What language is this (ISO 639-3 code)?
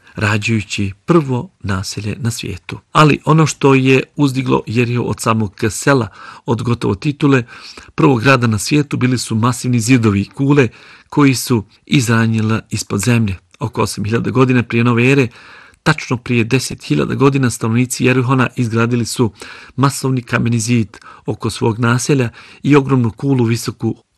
bos